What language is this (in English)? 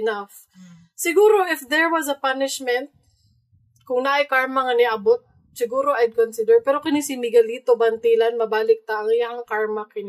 Cebuano